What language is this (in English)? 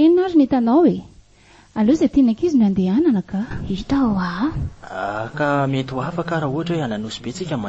Malagasy